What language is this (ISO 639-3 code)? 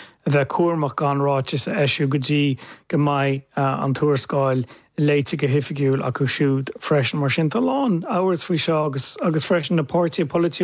gle